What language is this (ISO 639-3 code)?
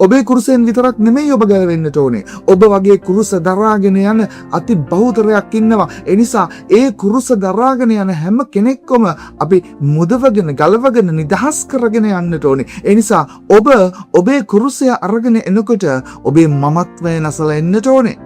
sin